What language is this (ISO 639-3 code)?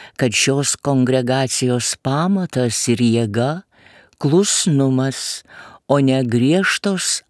lit